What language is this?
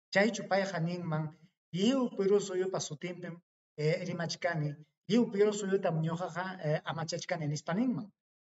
Ayacucho Quechua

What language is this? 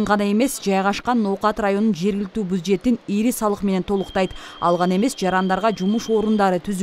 Kyrgyz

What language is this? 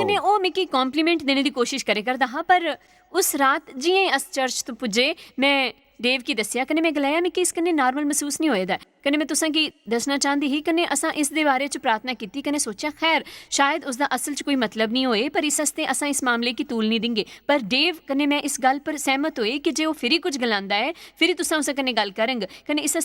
Dogri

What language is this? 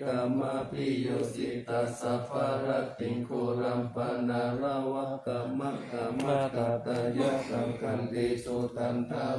Pali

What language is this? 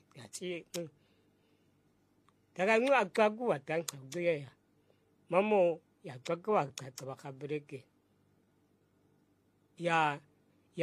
Vietnamese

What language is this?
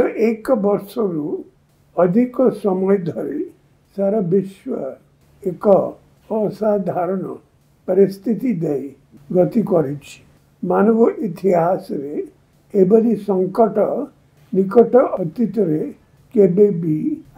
Odia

